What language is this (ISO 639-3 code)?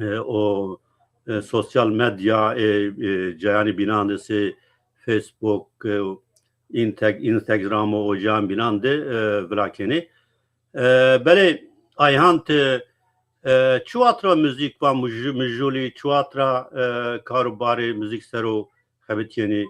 zza